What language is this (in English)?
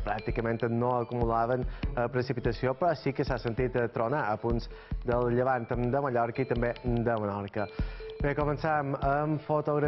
Catalan